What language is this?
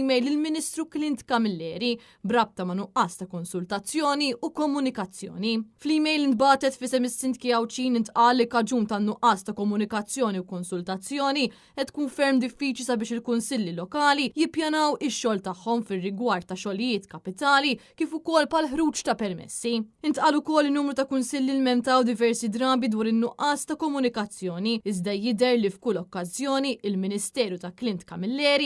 Maltese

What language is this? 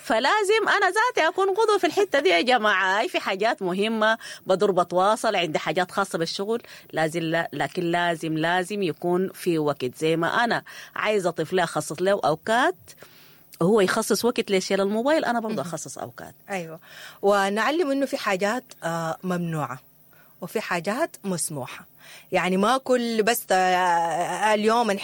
Sudanese Arabic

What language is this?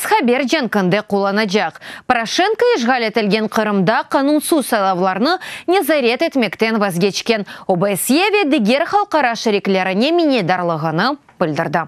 Crimean Tatar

